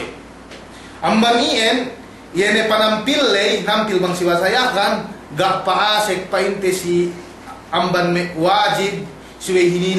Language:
Yakan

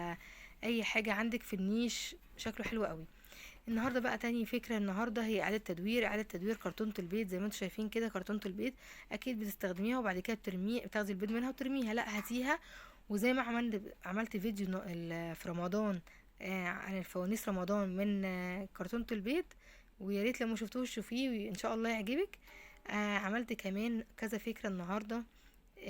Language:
Egyptian Arabic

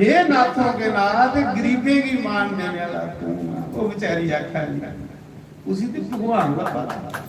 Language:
Dogri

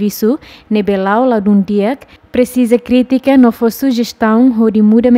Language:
Tetum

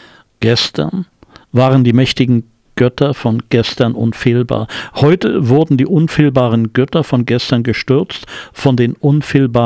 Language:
German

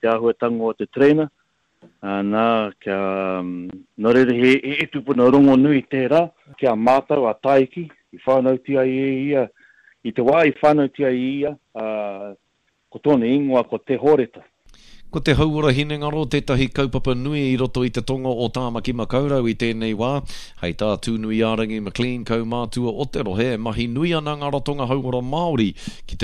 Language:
Māori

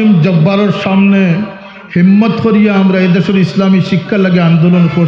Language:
Sylheti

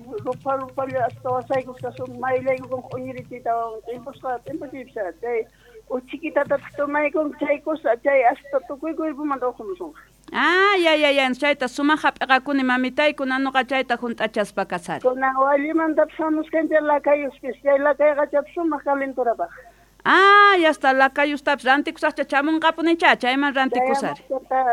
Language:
Quechua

